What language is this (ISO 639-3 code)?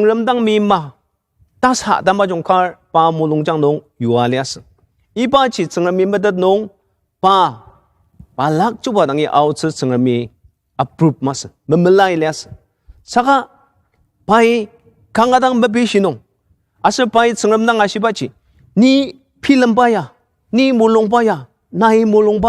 njo